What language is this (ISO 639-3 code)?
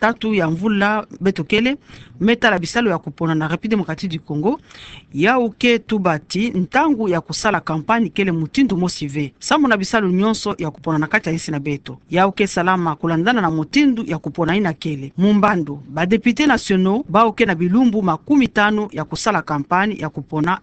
ktu